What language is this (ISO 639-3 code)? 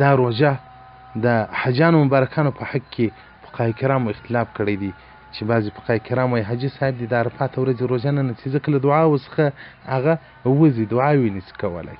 pus